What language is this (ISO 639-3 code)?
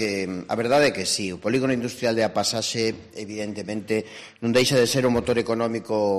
glg